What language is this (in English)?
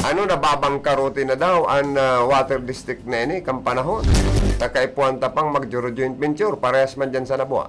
Bikol